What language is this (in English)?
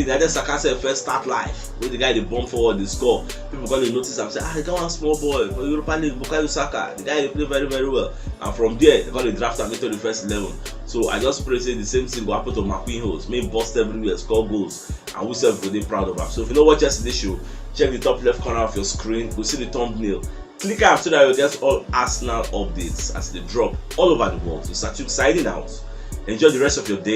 Nigerian Pidgin